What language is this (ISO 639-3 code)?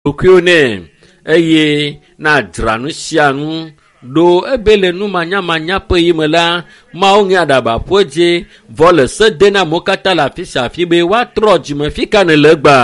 ewe